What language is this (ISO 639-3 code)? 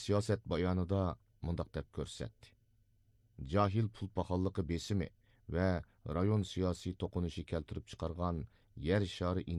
uig